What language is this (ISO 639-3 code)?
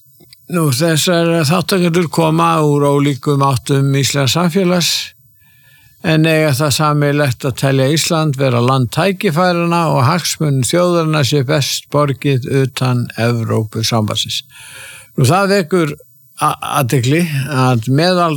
isl